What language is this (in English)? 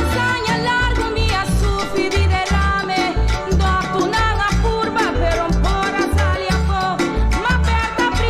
Papiamento